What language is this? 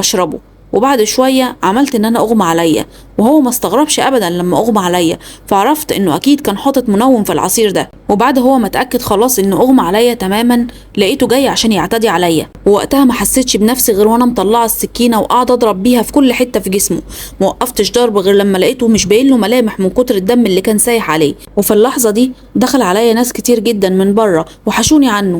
Egyptian Arabic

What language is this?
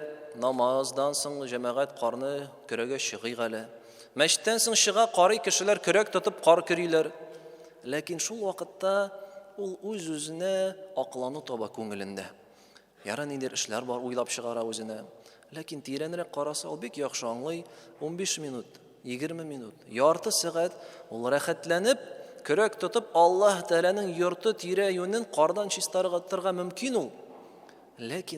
Tatar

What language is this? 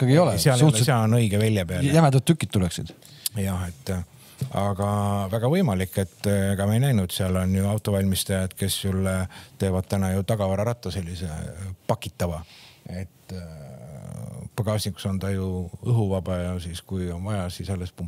Estonian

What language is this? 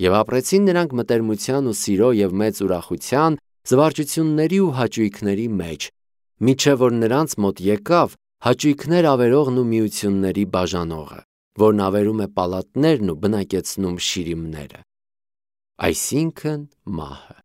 Armenian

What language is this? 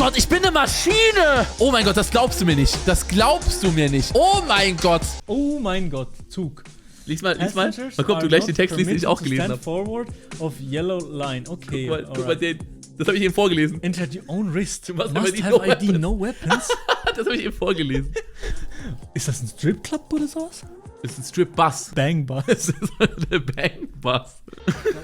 Swiss German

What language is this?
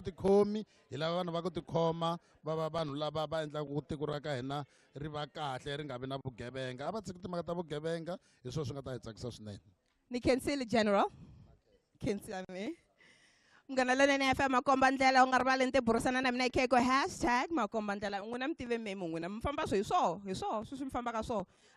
Tsonga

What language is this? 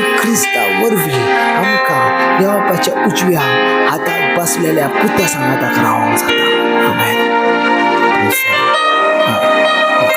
Konkani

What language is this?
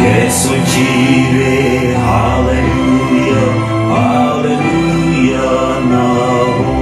Gusii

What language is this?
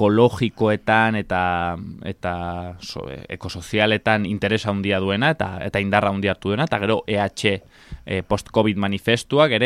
Basque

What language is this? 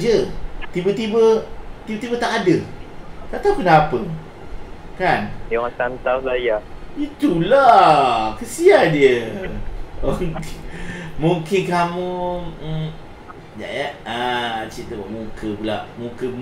Malay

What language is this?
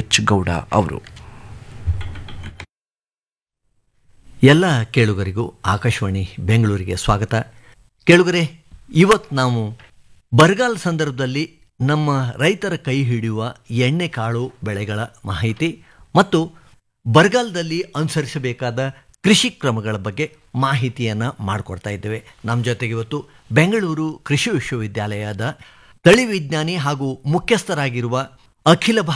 Kannada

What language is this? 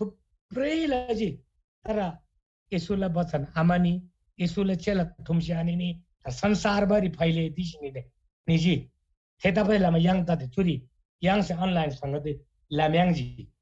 Eastern Tamang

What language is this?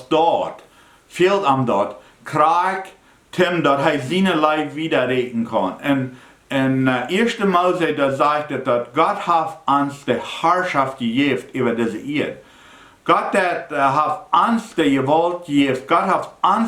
Plautdietsch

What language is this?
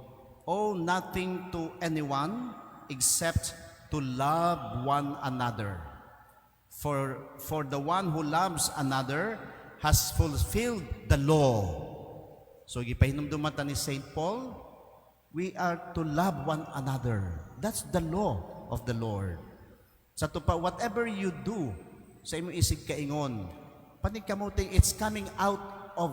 Cebuano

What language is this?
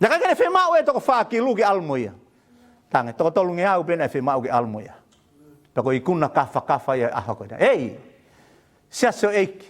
Tongan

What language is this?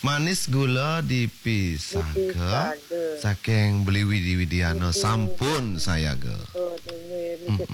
Balinese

